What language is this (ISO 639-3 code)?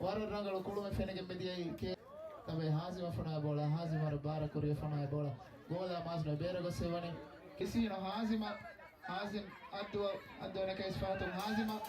div